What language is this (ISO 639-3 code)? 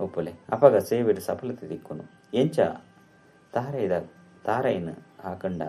tcy